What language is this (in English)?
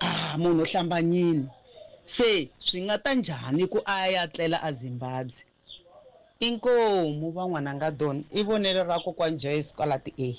Tsonga